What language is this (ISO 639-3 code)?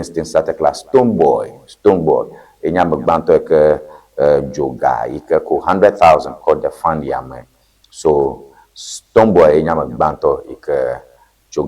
ewe